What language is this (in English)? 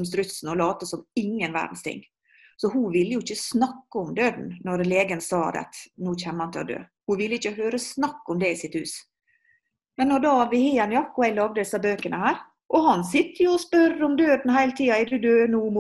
Norwegian